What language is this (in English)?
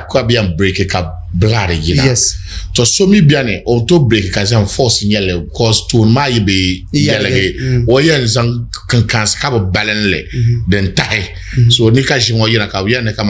Dagbani